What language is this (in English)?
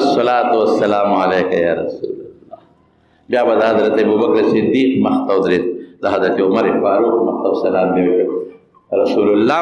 Pashto